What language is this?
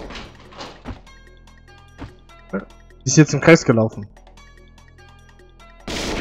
German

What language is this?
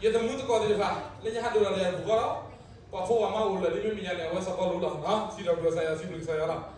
S'gaw Karen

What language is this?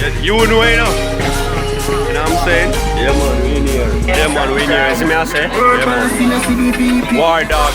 Jamaican Creole English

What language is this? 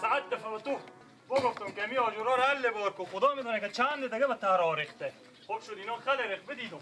Persian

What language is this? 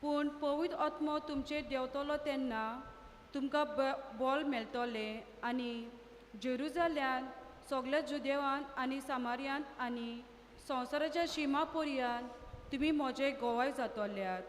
Konkani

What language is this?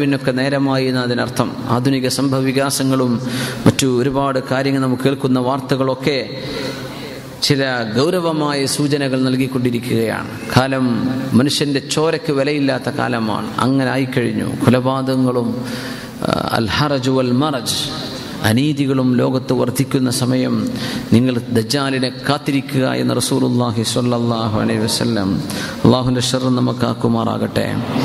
Malayalam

